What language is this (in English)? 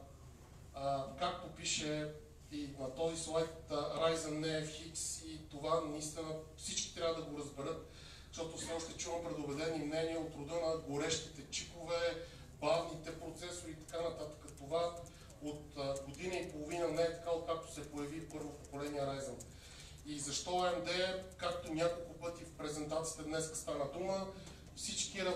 Bulgarian